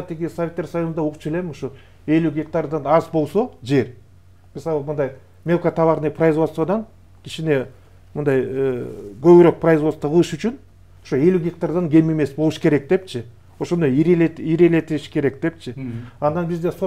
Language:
Kyrgyz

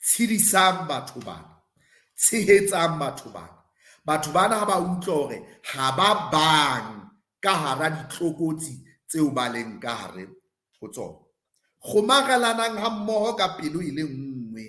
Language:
Southern Sotho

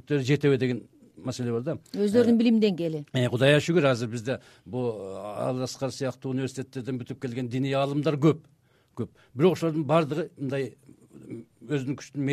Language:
Kyrgyz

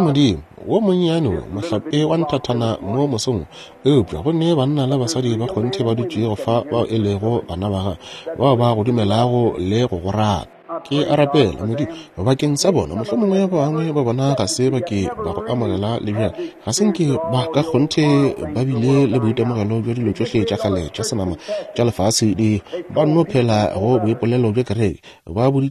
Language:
Northern Sotho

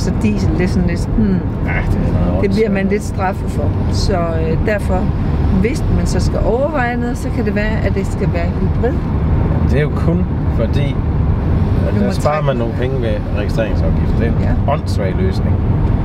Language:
Danish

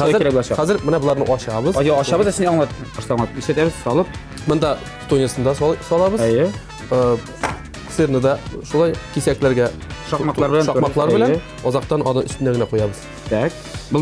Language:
Tatar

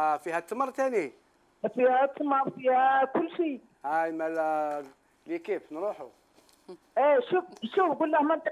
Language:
Algerian Arabic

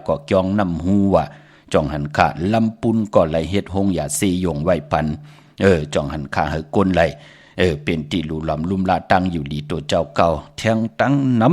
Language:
Shan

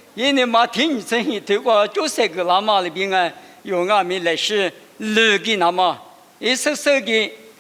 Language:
Lisu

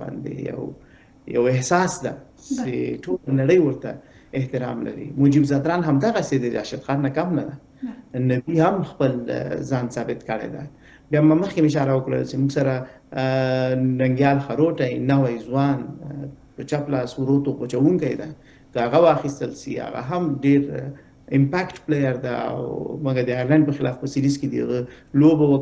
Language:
Pashto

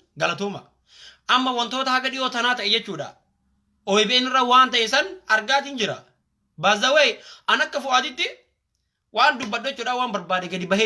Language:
Oromo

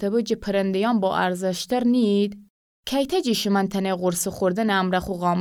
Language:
Gilaki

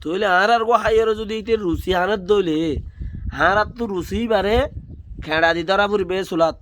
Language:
Rohingya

